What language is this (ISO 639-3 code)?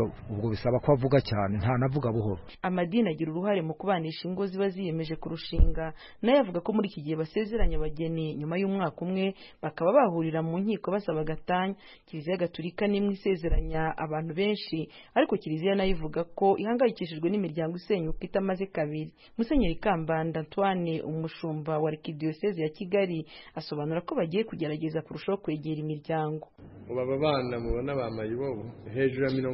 kin